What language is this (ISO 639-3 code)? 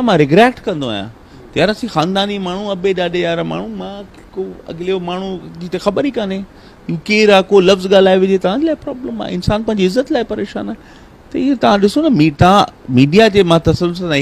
snd